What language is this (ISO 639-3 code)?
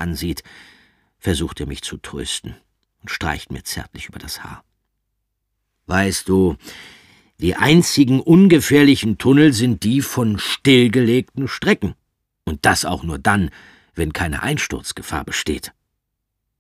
deu